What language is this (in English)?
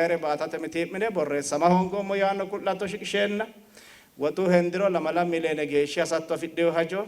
Sidamo